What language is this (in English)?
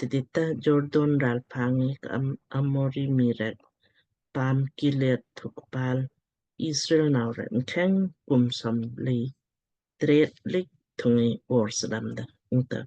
Lamkang